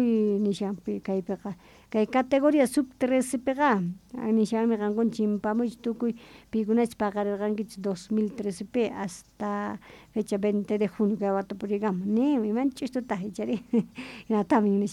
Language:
South Bolivian Quechua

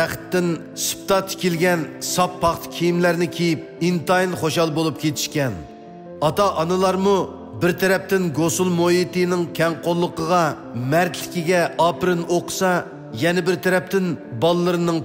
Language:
Uyghur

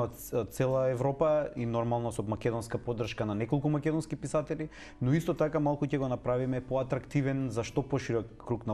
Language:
Macedonian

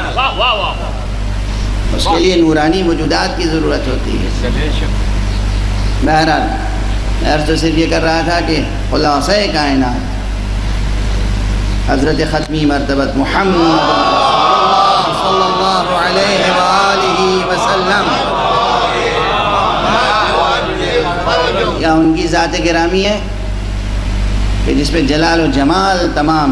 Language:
Urdu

